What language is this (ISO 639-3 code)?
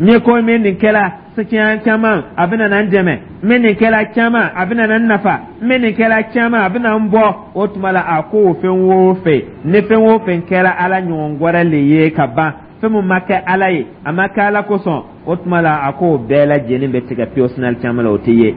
dyu